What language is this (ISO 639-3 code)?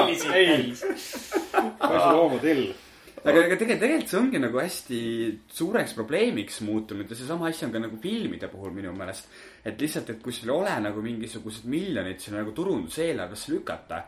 est